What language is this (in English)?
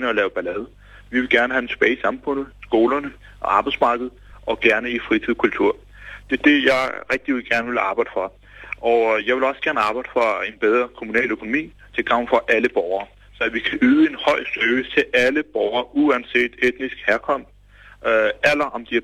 Danish